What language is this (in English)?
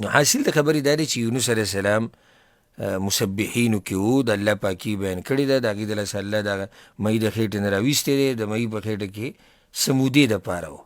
Pashto